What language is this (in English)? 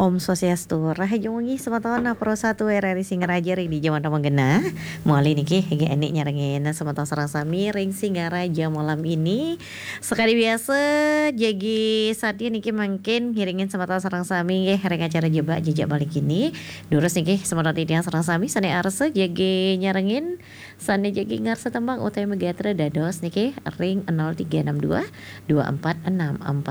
Balinese